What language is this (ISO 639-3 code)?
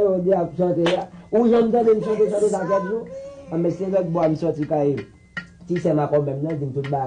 hat